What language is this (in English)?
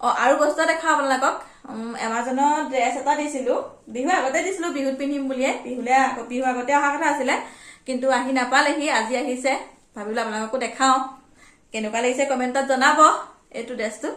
Assamese